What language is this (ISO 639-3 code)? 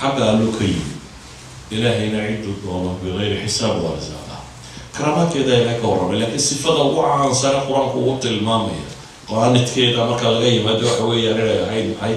som